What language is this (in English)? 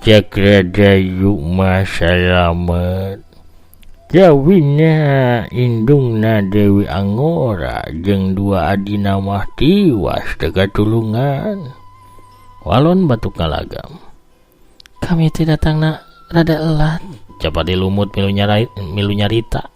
Sundanese